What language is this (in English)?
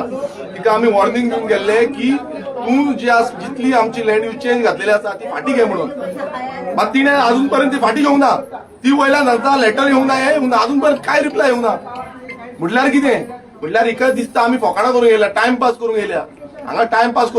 Konkani